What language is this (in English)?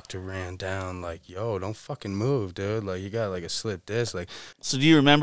English